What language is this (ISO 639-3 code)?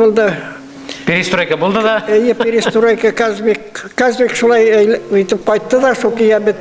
bak